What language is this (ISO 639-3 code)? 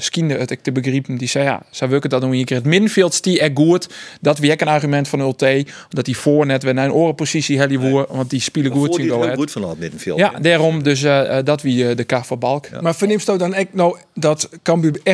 fry